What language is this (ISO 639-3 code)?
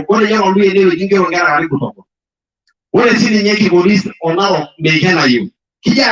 mas